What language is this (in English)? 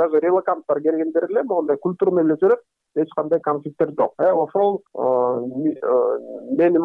Kyrgyz